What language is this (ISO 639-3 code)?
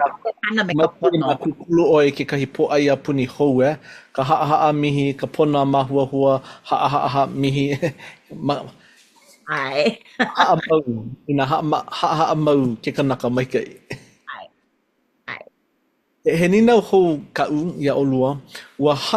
haw